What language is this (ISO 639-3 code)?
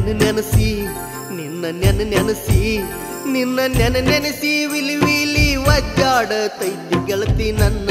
kan